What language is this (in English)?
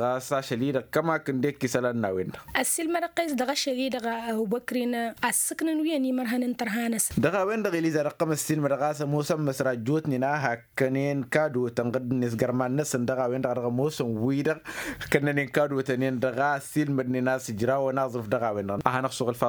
Tamasheq